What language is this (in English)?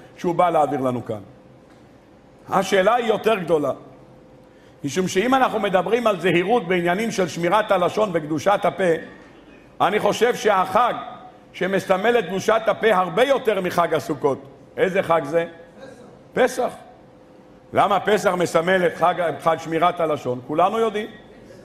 Hebrew